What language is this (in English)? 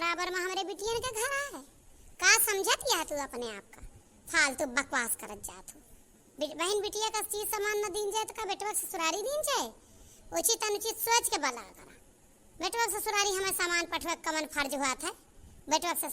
Awadhi